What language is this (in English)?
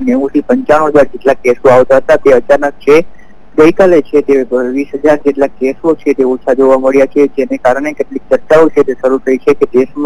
Gujarati